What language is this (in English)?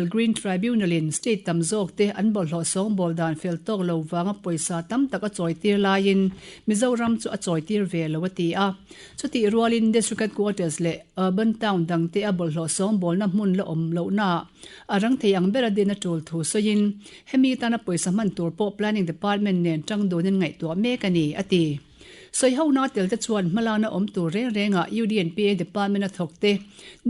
Mizo